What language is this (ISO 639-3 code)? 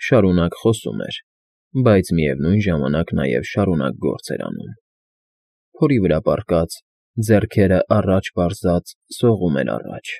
hye